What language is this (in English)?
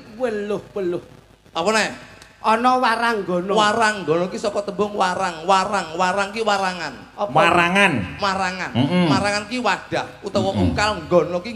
Javanese